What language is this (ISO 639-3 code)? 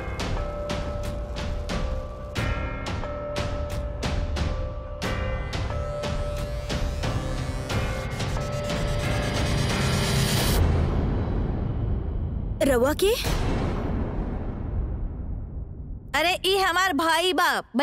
bho